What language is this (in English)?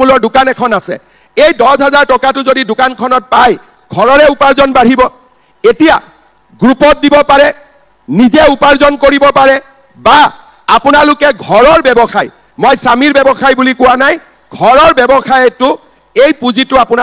Assamese